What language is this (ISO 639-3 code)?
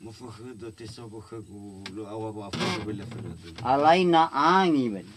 nia